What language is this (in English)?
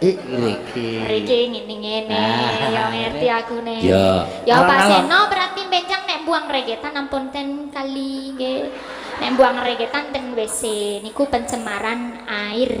Javanese